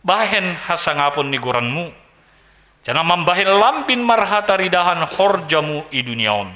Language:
Batak Simalungun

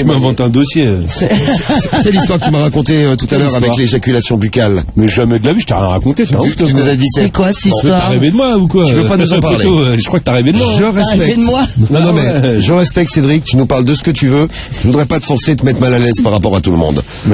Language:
French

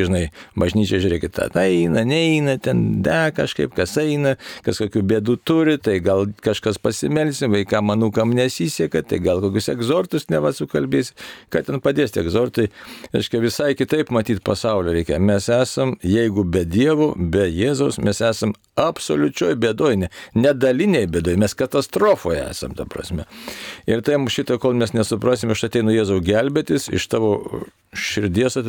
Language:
Lithuanian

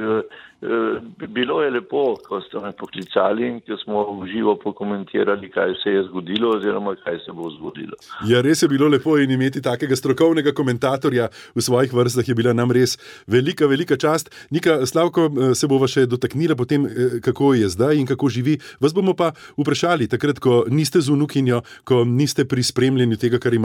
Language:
Slovenian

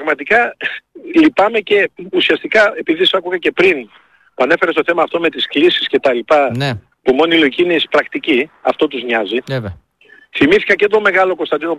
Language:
Greek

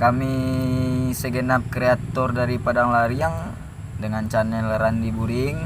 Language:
Minangkabau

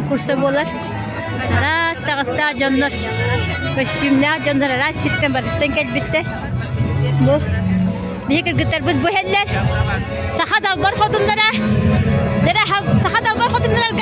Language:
Yakut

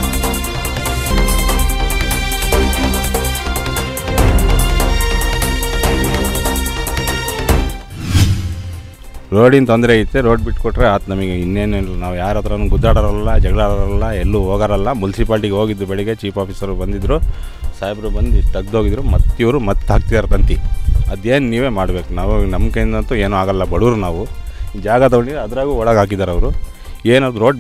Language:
Kannada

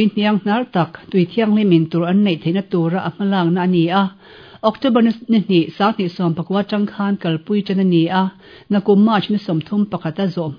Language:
Mizo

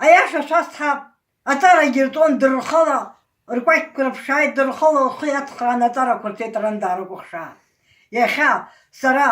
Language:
Abkhazian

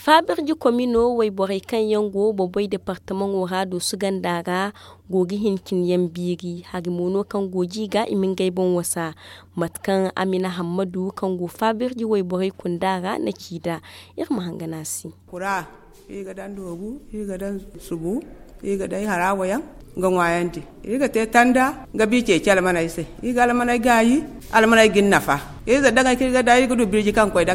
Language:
Zarma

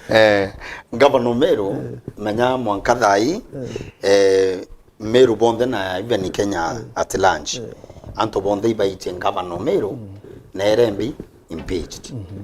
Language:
Meru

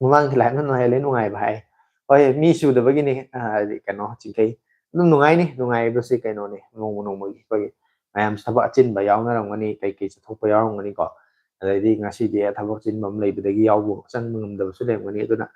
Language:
Manipuri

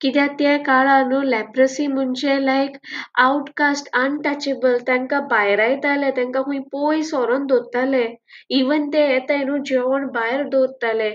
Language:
Konkani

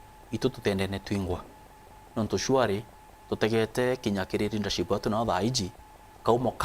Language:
Meru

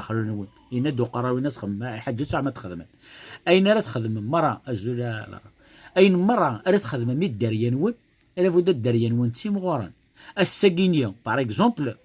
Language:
Kabyle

